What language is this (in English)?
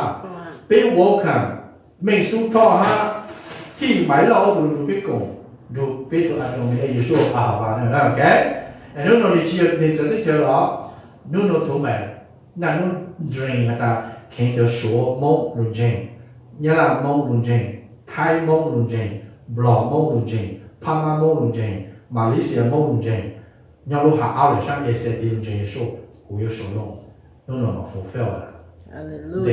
Hmong